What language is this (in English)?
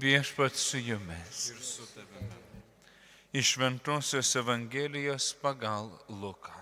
Lithuanian